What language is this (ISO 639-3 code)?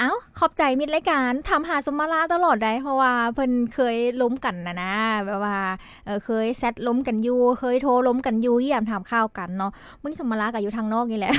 lao